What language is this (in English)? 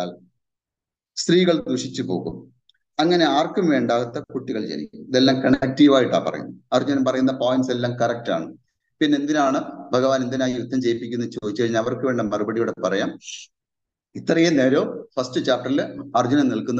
Malayalam